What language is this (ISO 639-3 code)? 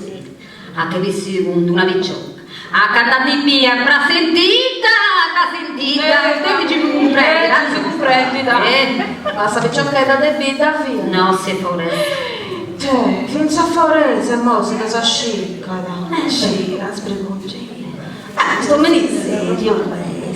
srd